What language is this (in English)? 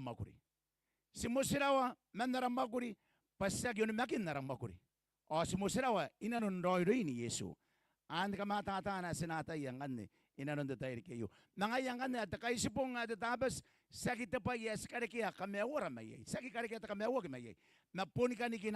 Gilbertese